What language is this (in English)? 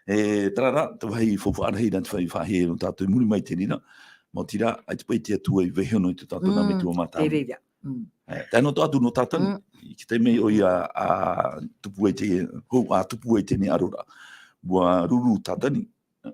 Tahitian